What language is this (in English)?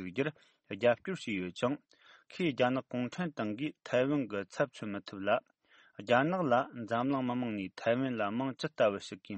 Tibetan